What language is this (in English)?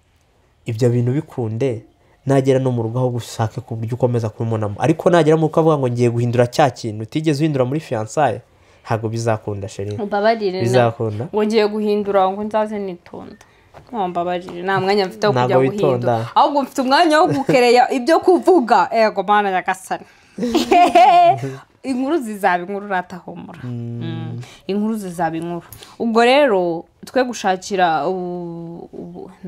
Kinyarwanda